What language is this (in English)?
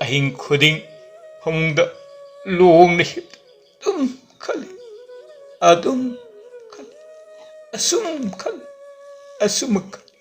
Manipuri